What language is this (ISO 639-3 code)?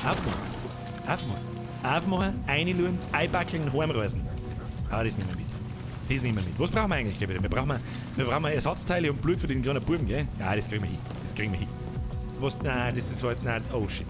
bar